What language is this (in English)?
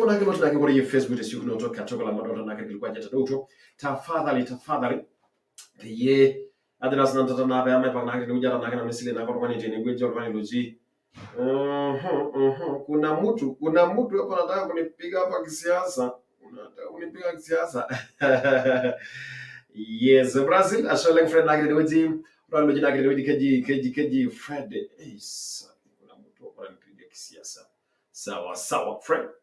Masai